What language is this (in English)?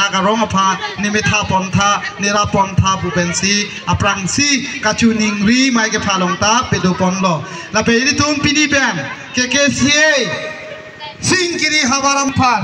Karbi